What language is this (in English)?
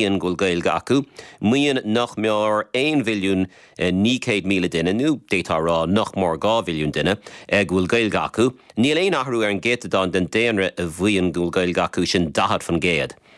Irish